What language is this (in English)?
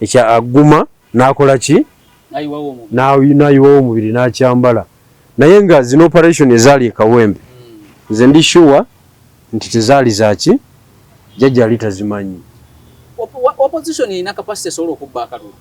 Ganda